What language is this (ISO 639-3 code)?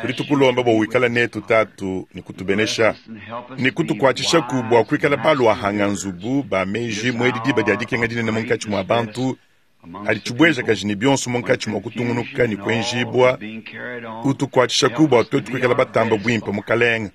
lua